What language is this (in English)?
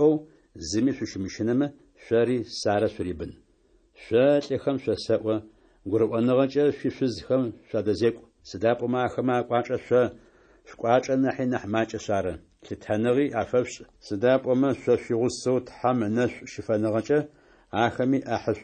Adyghe